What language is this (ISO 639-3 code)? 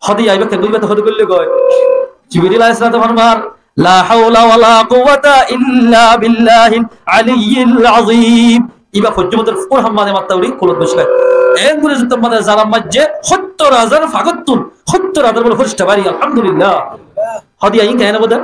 rhg